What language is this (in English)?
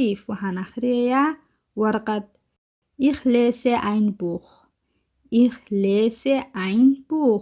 Somali